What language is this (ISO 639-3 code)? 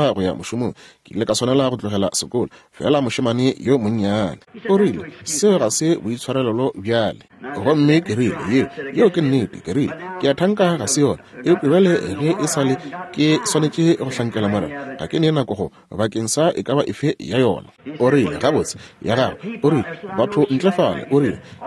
nso